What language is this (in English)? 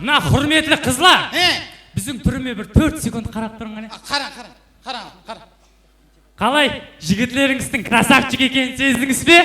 Kara-Kalpak